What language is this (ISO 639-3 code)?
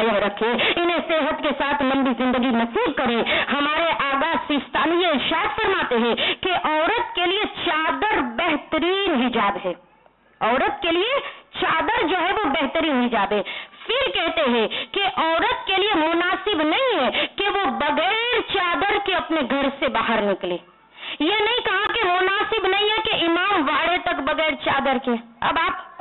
urd